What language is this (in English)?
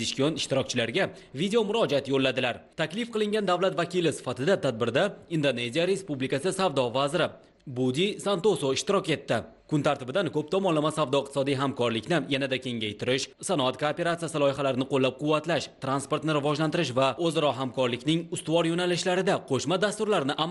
Uzbek